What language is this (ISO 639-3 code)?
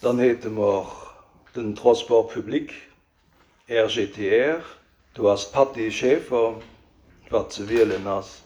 ltz